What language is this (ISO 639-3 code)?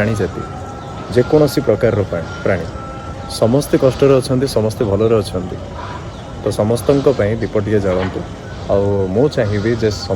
ori